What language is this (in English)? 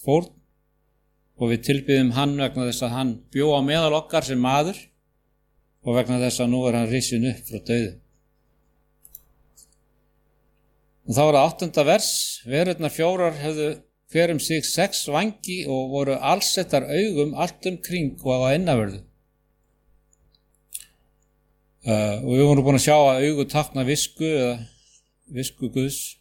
Icelandic